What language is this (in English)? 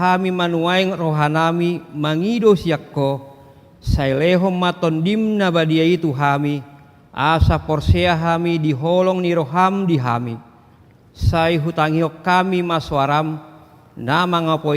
Batak Toba